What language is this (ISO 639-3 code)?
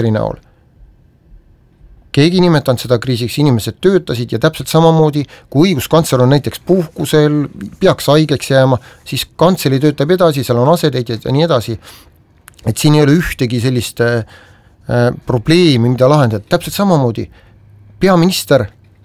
est